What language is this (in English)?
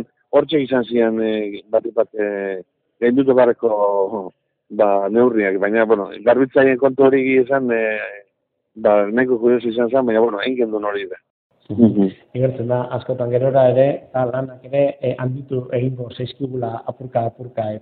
Basque